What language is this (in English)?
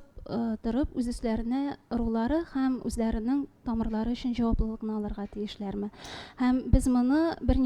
Tatar